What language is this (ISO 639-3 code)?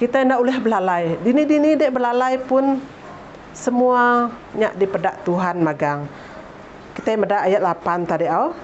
iba